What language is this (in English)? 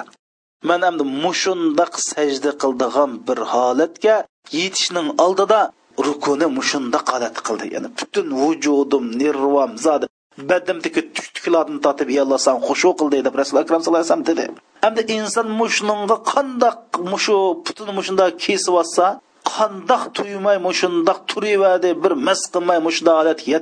Uyghur